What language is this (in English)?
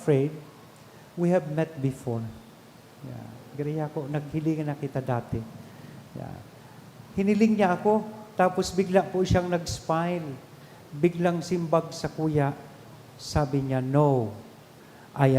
Bikol